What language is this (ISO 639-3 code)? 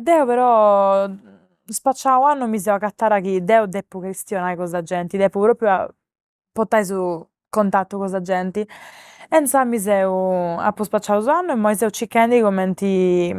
srd